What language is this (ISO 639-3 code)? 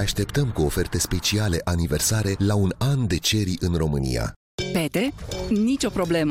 ron